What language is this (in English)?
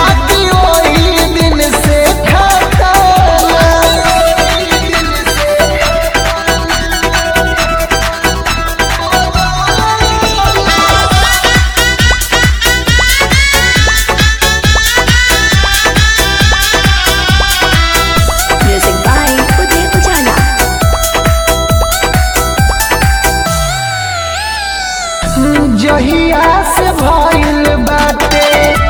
Bhojpuri